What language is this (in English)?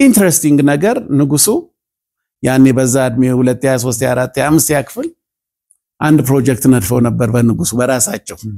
Amharic